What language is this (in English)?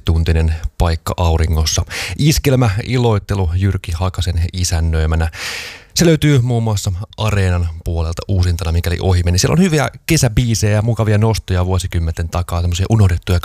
Finnish